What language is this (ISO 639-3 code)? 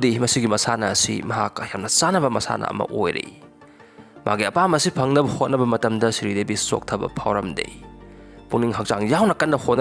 mni